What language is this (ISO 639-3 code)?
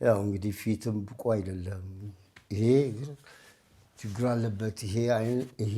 amh